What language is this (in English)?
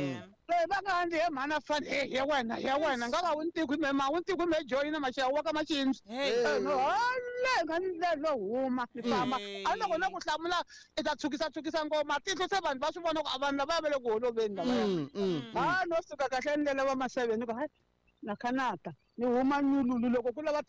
Tsonga